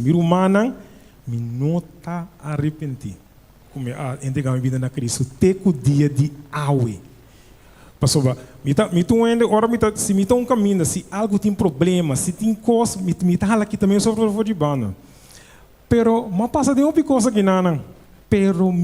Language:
Papiamento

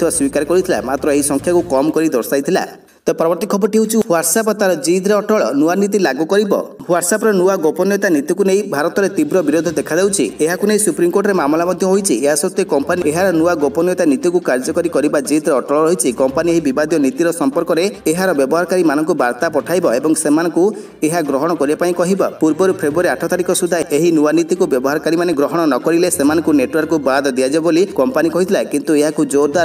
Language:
Odia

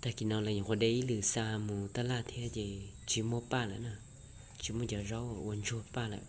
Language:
Hmong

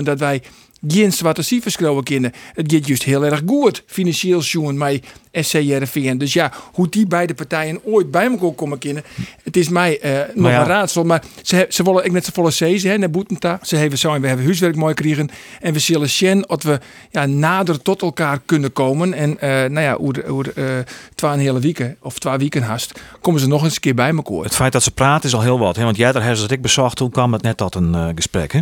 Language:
Western Frisian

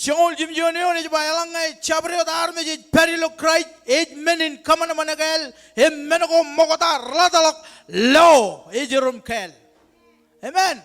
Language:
Marshallese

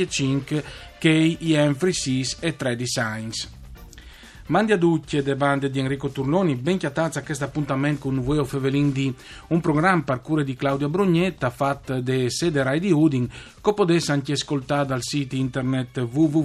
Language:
Friulian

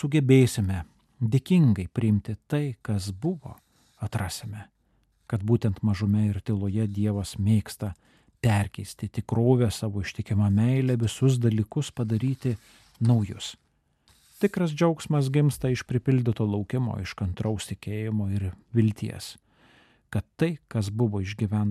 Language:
Lithuanian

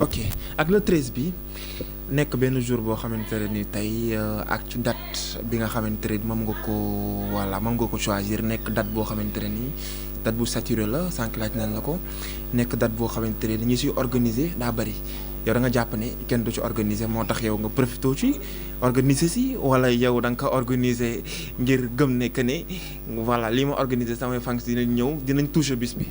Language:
Wolof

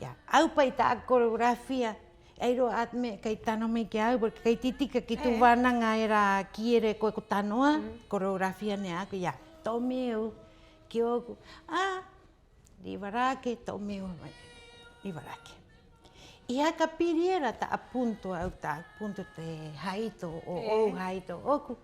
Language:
Rapanui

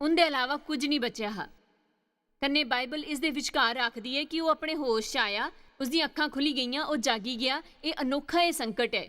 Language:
Dogri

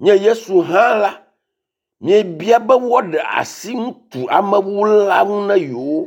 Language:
Ewe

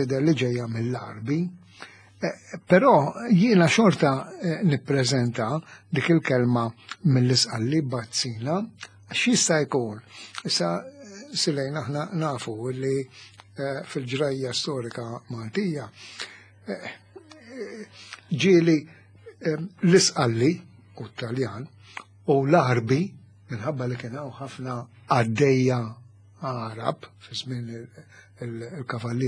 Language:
Maltese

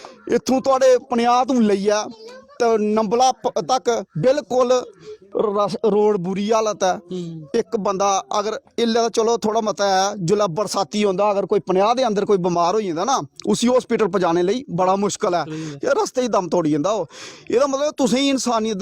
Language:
Dogri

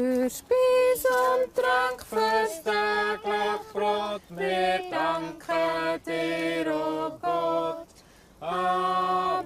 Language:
Swiss German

